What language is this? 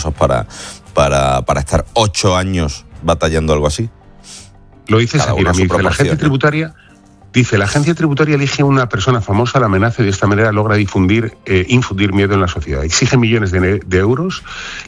Spanish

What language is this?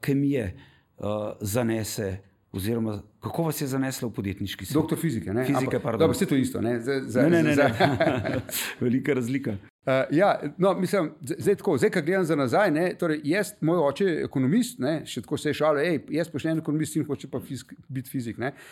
Slovenian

